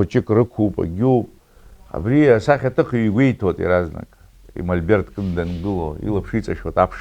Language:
Abkhazian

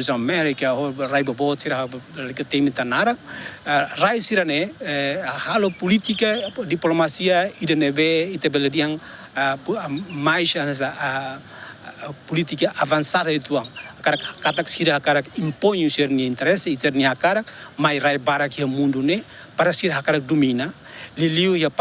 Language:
Tetum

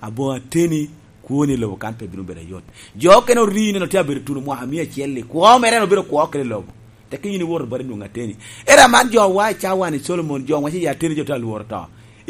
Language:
Lango (Uganda)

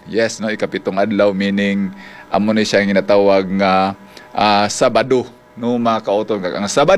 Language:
Hiligaynon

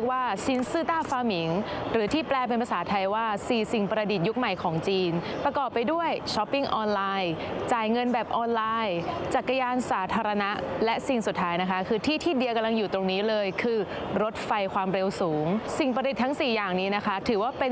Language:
Thai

